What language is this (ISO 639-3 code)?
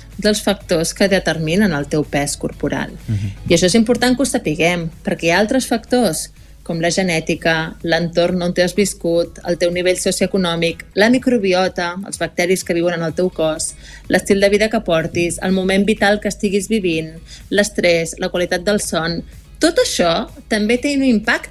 cat